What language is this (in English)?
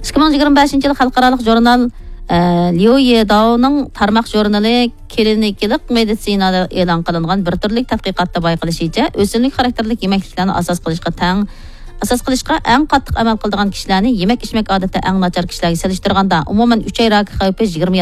Uyghur